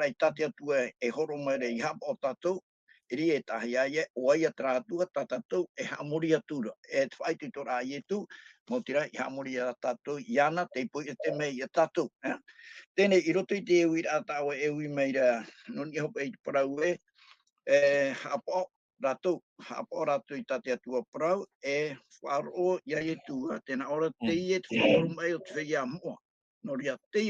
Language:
Tahitian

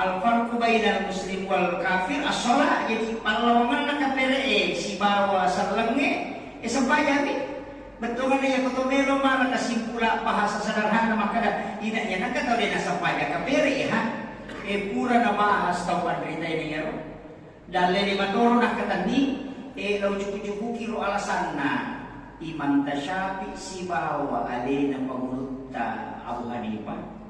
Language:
Buginese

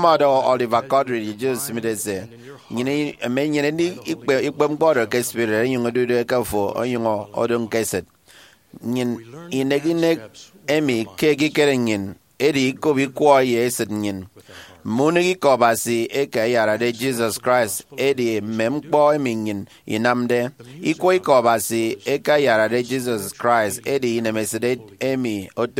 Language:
Efik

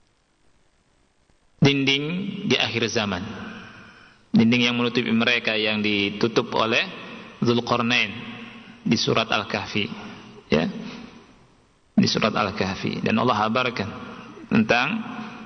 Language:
Indonesian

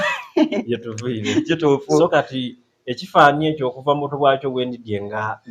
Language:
Soga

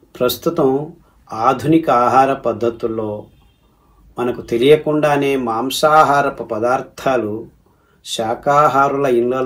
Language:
Telugu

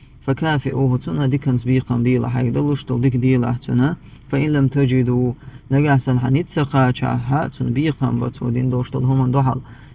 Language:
Chechen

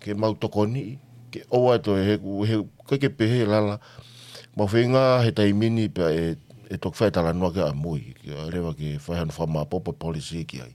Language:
Tongan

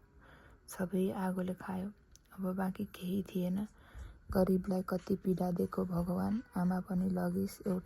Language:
Nepali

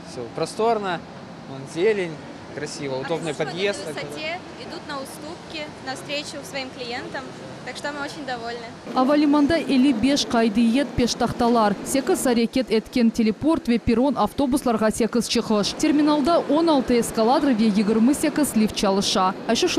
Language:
Crimean Tatar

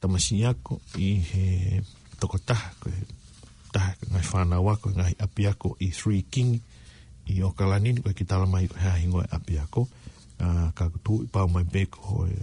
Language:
Tongan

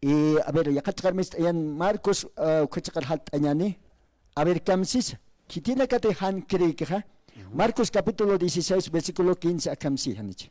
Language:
Aymara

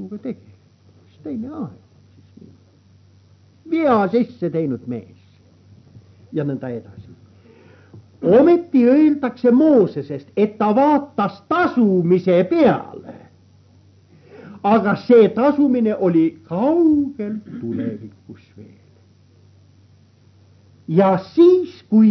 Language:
Estonian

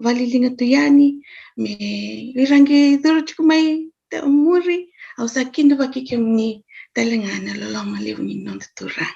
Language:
Fijian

